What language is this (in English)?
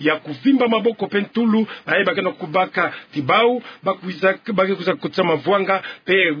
Kituba (Democratic Republic of Congo)